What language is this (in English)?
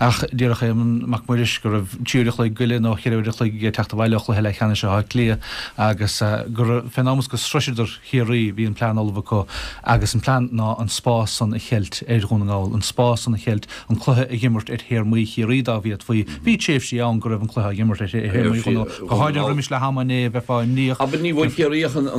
Irish